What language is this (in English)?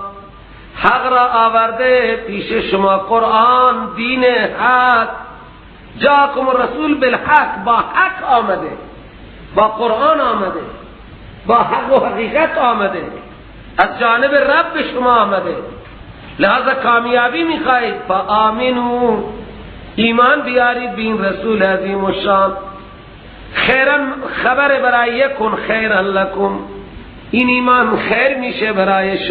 Persian